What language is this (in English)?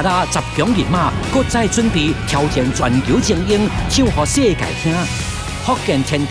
Min Nan Chinese